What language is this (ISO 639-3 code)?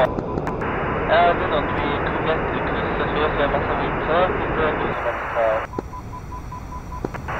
swe